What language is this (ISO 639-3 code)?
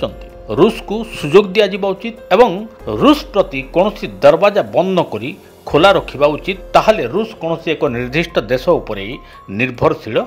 ori